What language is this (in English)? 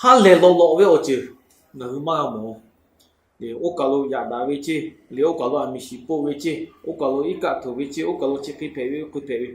Lahu